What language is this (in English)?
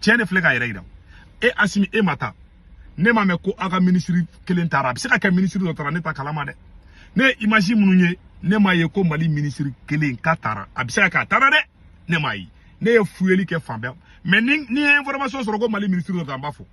Bambara